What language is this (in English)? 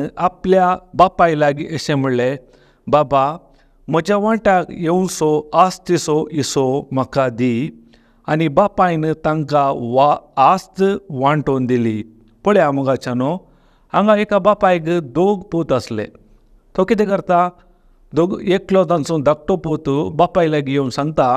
Konkani